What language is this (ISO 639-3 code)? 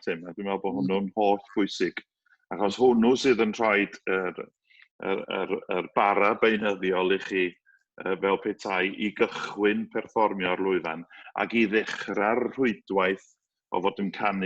cym